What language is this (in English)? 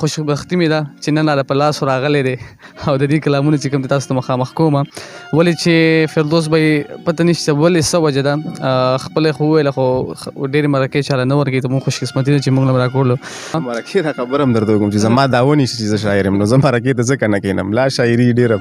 Pashto